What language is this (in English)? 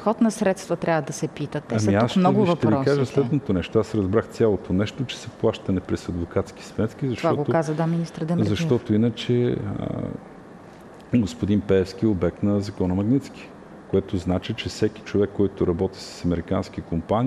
Bulgarian